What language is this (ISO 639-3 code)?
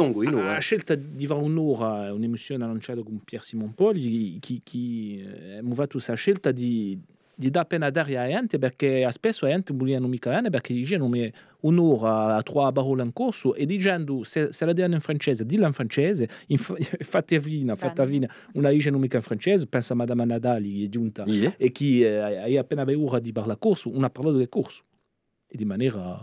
cos